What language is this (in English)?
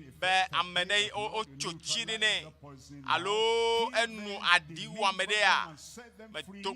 Ewe